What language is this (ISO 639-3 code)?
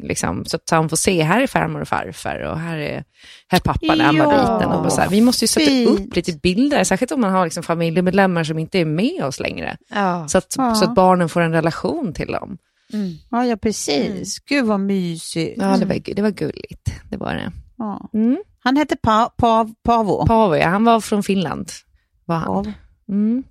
swe